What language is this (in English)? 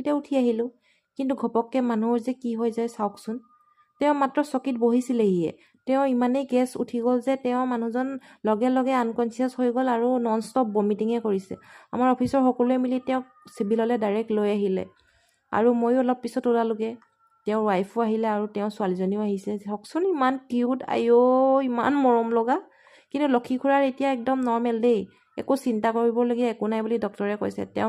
Assamese